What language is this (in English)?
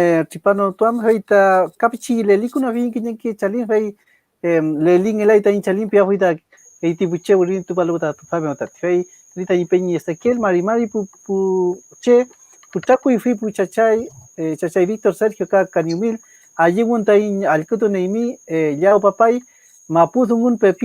Mapuche